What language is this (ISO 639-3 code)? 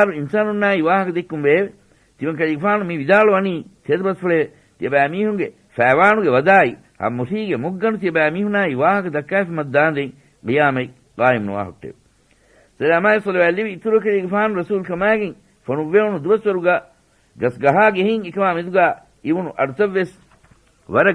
div